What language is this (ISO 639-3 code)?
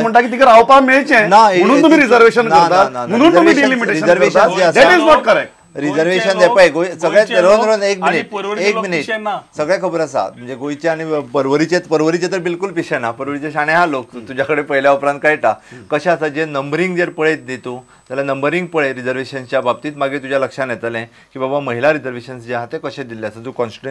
kok